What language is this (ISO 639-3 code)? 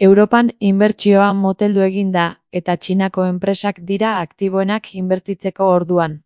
eus